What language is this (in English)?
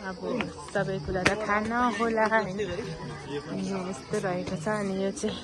Nepali